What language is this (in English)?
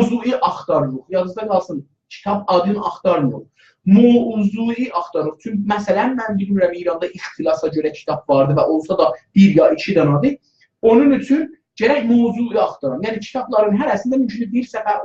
South Azerbaijani